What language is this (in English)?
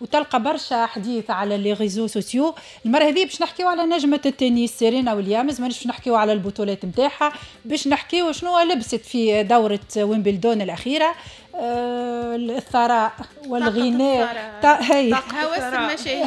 Tunisian Arabic